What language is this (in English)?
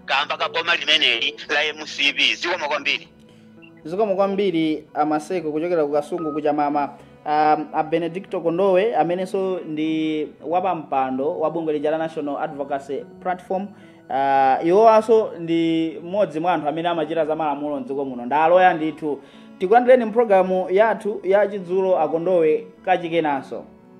Nyanja